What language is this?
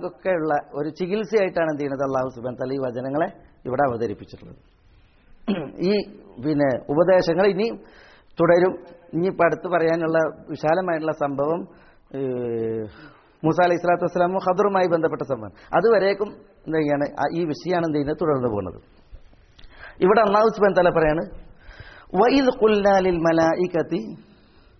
Malayalam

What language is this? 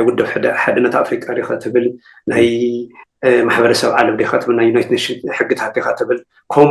Tigrinya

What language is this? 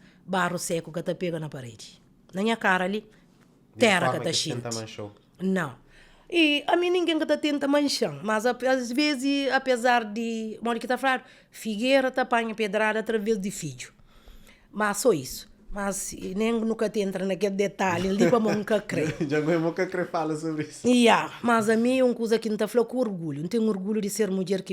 Kabuverdianu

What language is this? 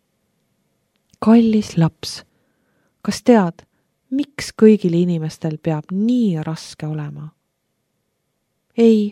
Estonian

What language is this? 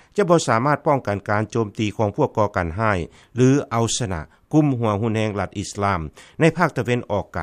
Lao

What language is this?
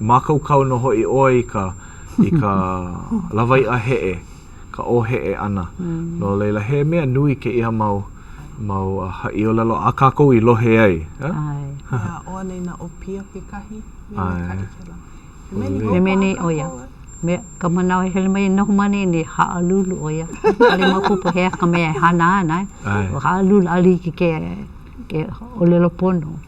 Hawaiian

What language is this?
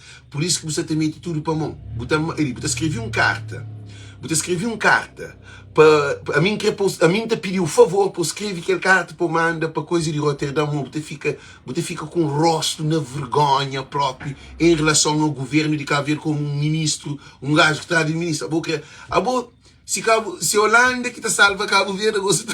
Kabuverdianu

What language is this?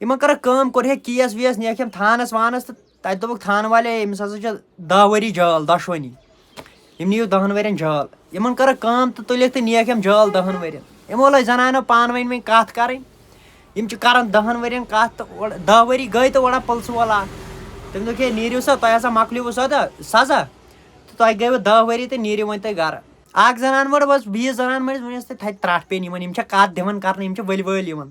Kashmiri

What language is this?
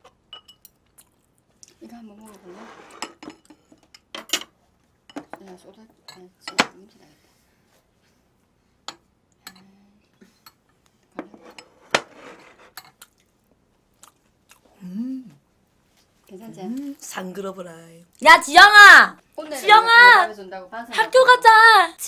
Korean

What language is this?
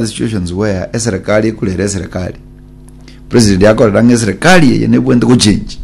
Gusii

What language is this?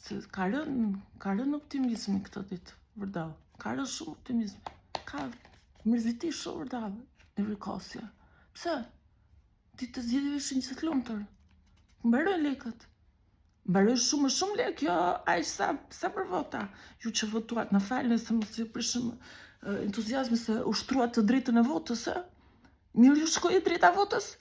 Albanian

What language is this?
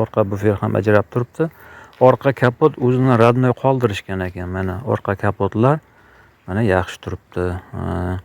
Uzbek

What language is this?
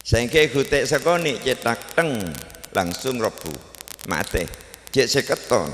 Madurese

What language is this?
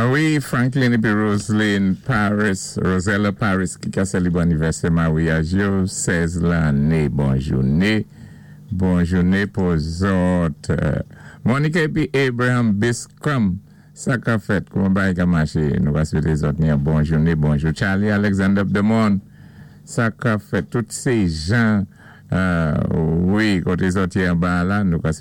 Saint Lucian Creole French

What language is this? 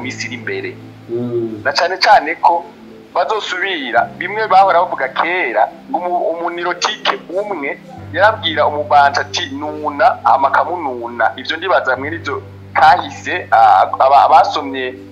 Rundi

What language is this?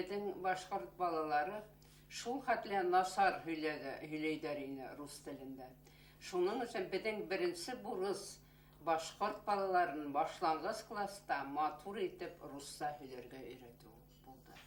Bashkir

